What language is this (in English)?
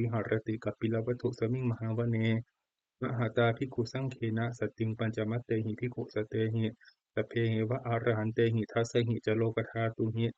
Pali